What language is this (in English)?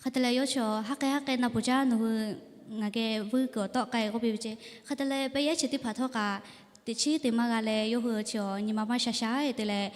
Lahu